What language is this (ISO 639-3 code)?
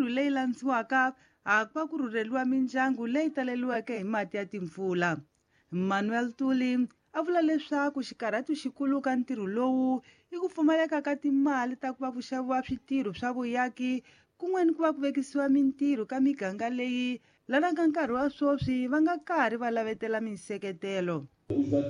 tso